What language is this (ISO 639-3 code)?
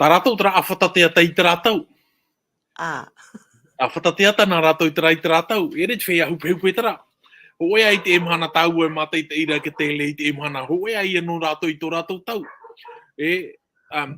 tah